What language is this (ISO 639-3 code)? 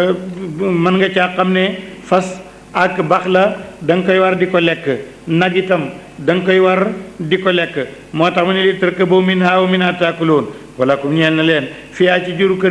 wol